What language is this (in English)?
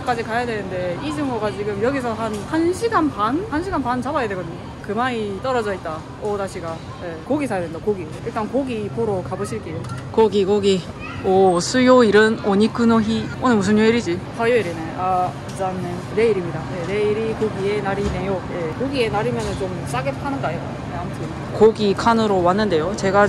Korean